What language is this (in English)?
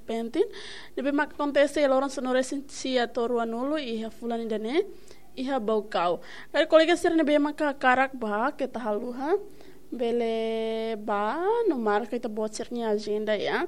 Tetum